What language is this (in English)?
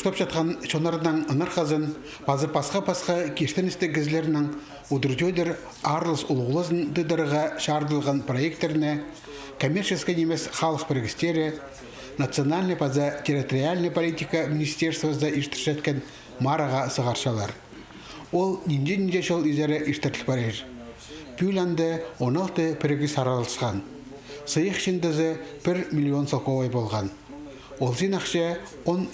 Khakas